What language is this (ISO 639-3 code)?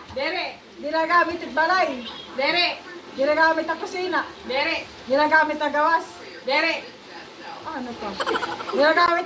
war